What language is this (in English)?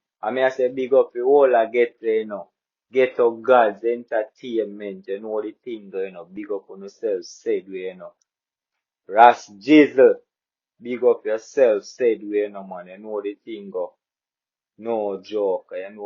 Jamaican Creole English